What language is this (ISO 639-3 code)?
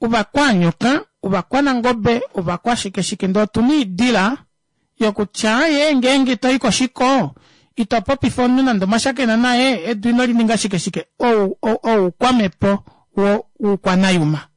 kua